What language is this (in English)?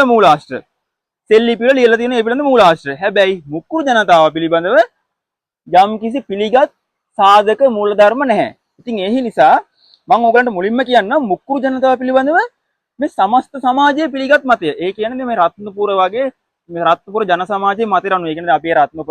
Sinhala